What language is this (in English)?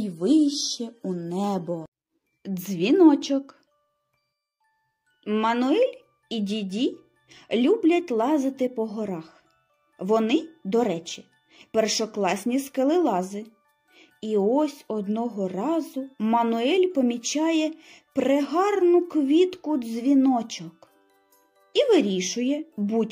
Ukrainian